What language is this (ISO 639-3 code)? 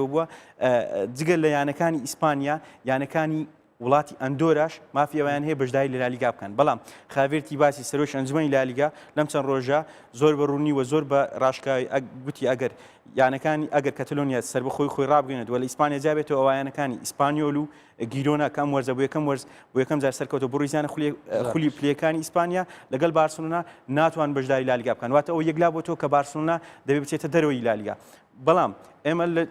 ckb